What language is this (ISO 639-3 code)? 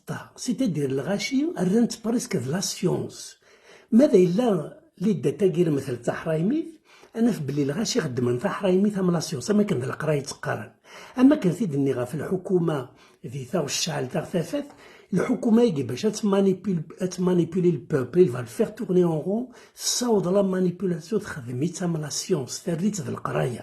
kab